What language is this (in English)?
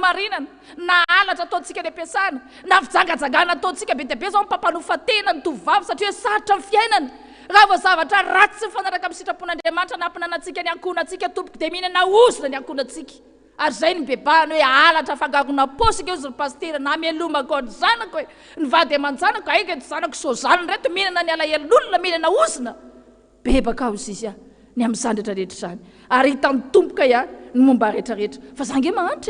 Malagasy